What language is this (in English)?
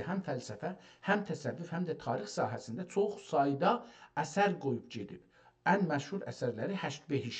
South Azerbaijani